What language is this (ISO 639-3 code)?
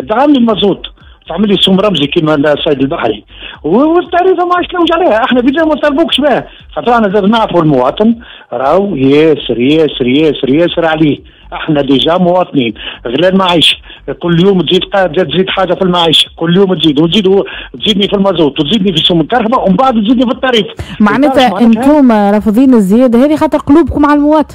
aeb